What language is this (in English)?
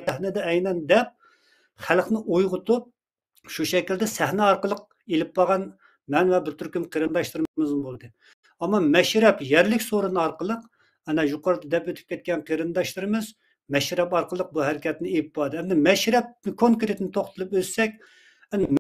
Uyghur